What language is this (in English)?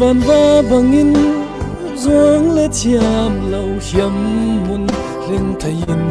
Falam Chin